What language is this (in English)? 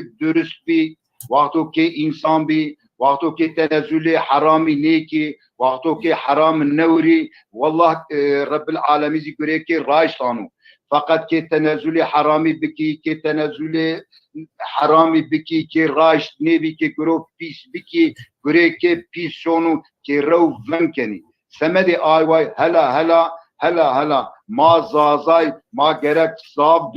Zaza